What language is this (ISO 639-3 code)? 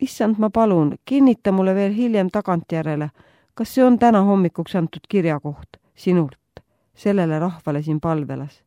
est